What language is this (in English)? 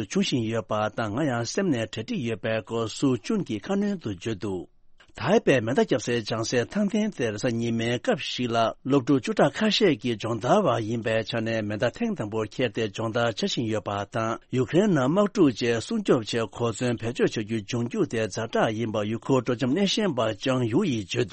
Tibetan